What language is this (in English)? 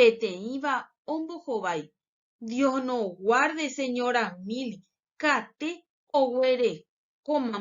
Guarani